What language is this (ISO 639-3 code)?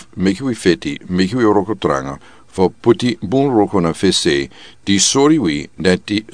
srn